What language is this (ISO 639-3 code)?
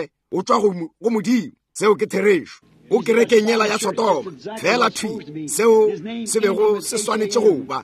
nso